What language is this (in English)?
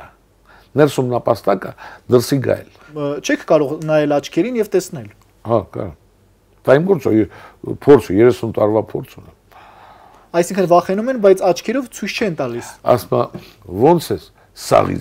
Armenian